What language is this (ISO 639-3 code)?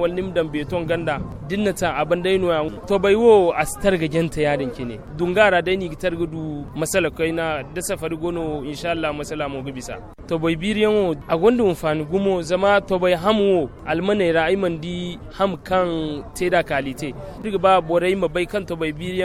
dje